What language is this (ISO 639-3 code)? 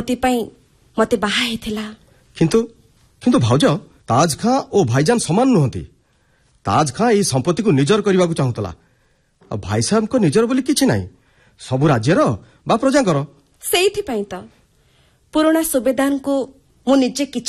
ori